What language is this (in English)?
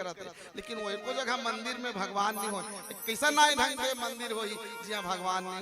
Chhattisgarhi